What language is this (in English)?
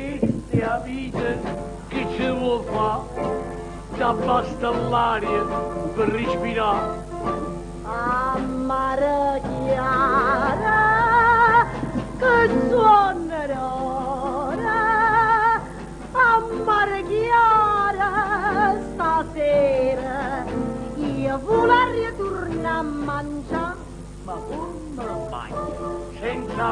Neapolitan